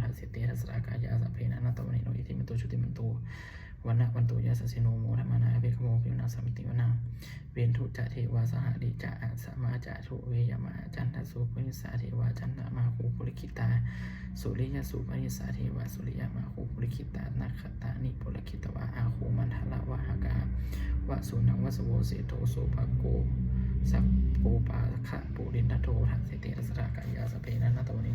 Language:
Pali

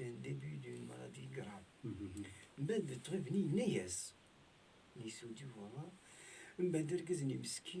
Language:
Kabyle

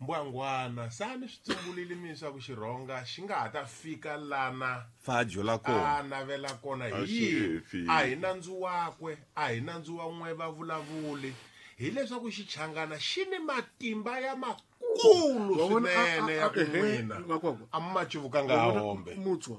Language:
Tsonga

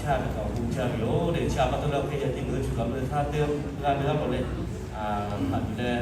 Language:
Lahu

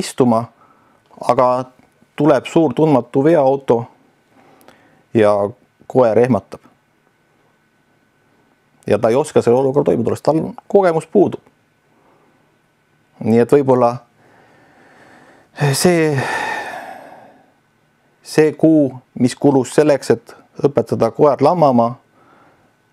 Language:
Estonian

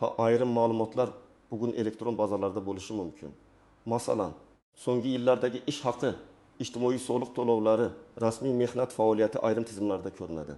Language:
Uzbek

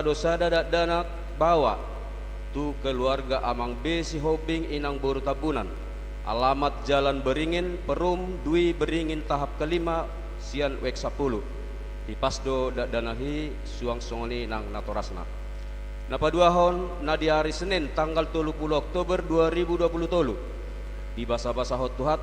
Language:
Batak Toba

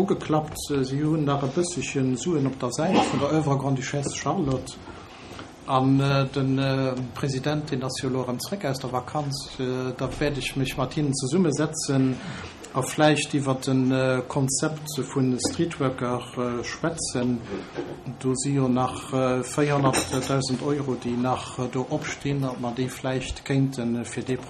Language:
Luxembourgish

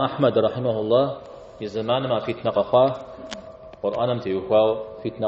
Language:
Kabardian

